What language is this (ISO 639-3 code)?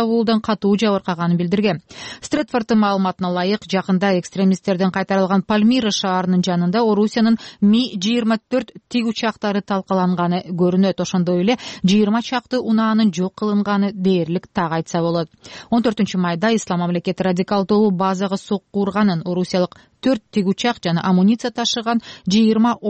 kir